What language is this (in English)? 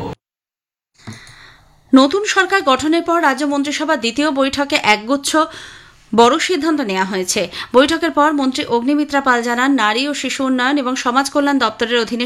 Bangla